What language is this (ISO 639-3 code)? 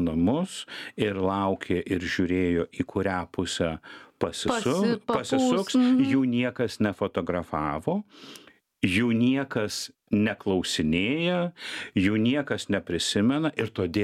lit